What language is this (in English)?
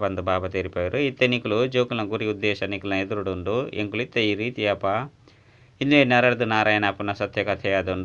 Tulu